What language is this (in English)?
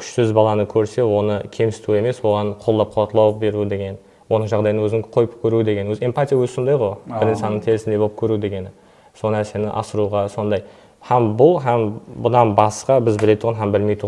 Kara-Kalpak